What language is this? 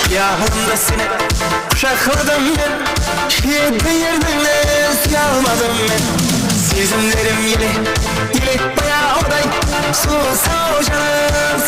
Kara-Kalpak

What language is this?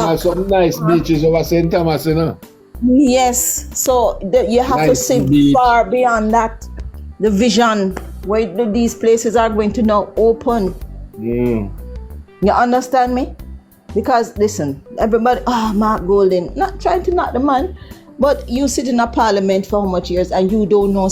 Jamaican Creole English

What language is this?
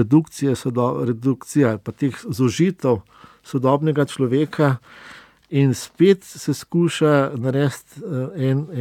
Slovenian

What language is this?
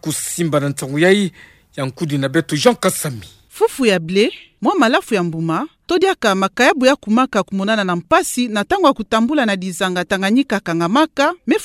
Kituba (Democratic Republic of Congo)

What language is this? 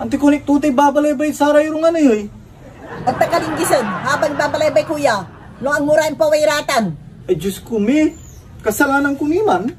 Pangasinan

